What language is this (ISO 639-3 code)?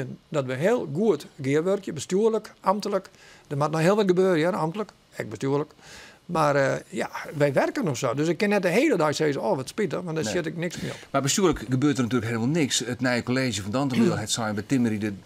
fry